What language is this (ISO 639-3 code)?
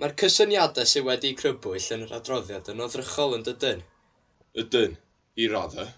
cym